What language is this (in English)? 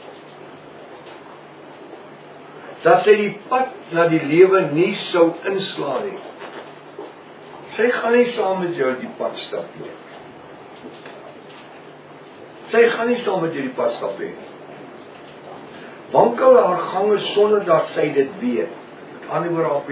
Afrikaans